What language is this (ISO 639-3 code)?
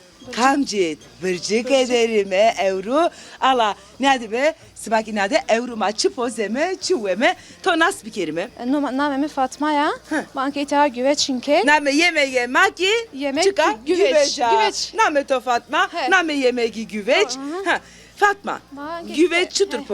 zza